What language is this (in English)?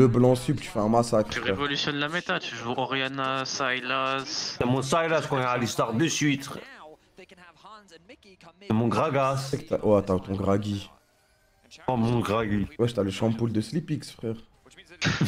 French